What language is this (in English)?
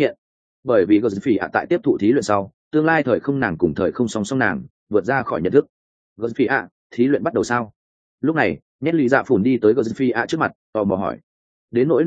Vietnamese